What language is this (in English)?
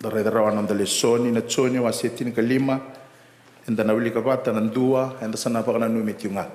Fijian